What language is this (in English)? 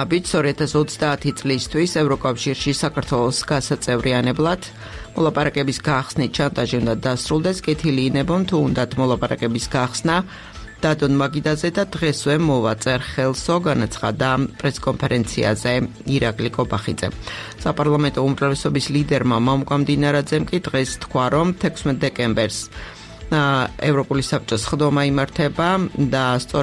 Georgian